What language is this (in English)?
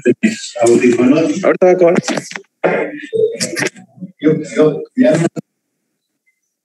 Spanish